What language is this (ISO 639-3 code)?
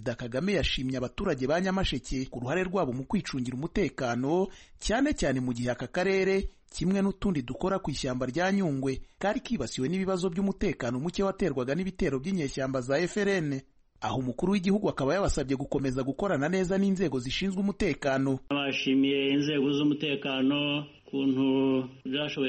kin